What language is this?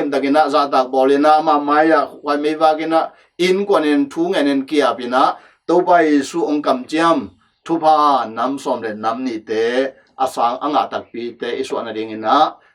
Tedim Chin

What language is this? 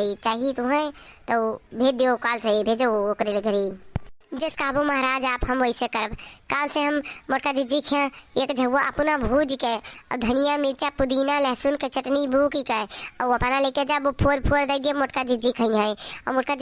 Awadhi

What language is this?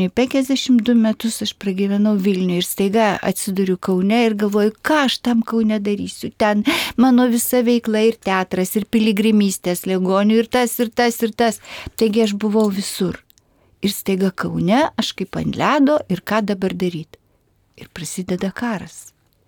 Lithuanian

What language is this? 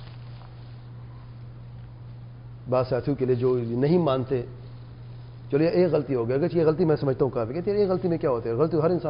Urdu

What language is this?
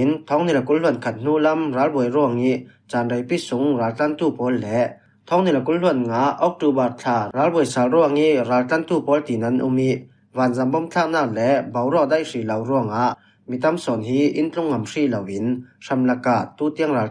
Falam Chin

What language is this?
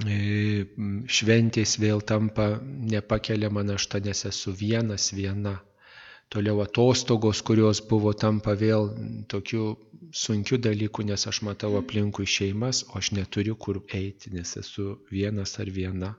Lithuanian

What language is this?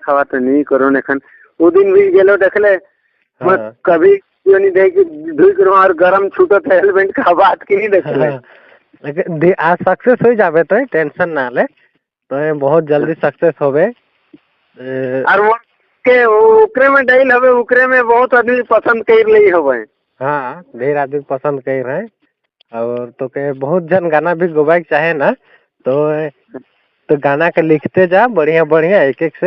Sadri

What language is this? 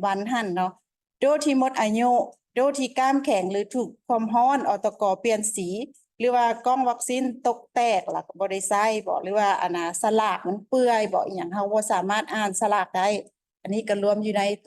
Lao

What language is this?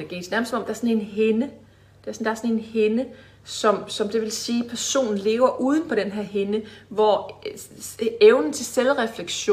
Danish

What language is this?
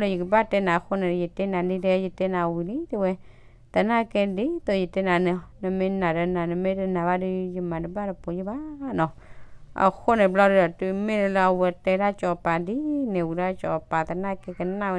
S'gaw Karen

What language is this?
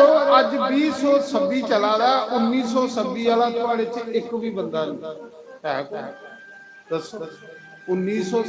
Dogri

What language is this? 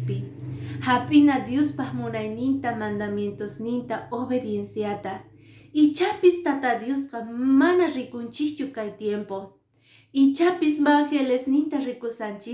Quechua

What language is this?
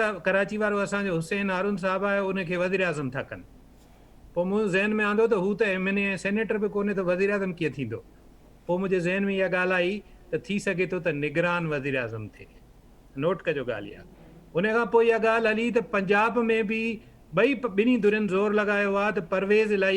Sindhi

